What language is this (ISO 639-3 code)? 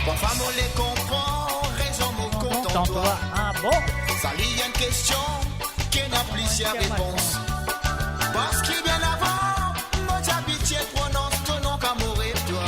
mfe